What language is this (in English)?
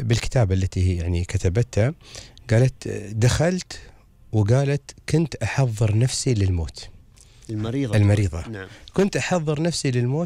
Gulf Arabic